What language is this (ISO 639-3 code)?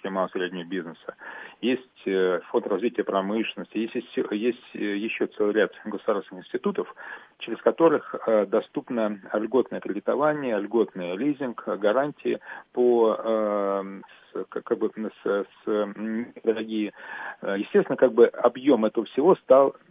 rus